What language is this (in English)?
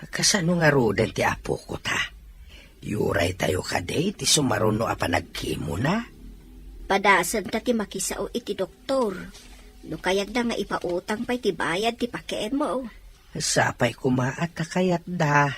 Iloko